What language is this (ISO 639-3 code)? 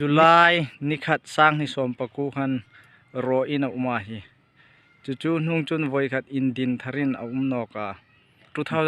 hmr